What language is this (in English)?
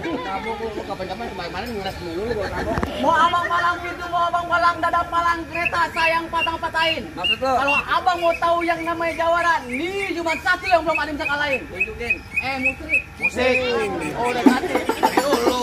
Betawi